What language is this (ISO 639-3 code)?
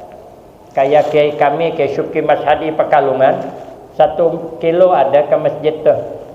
bjn